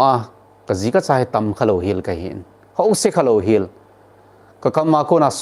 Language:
Thado Chin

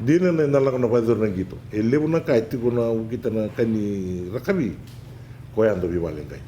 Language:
Fijian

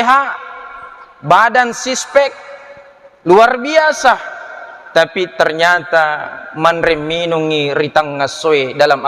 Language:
Buginese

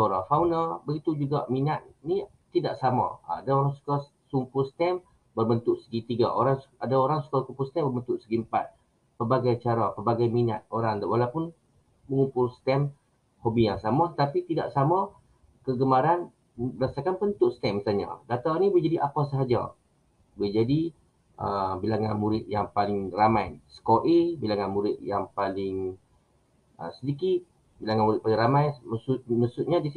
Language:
Malay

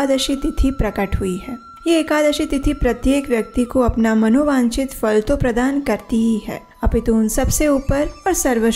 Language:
Hindi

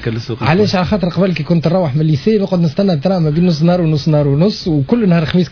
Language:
Tunisian Arabic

